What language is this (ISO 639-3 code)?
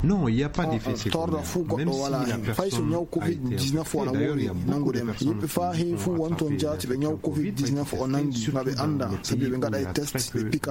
ful